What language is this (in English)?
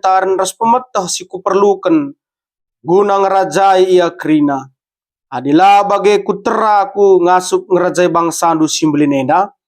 Batak Karo